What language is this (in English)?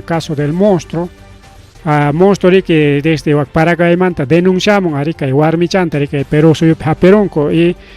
Ayacucho Quechua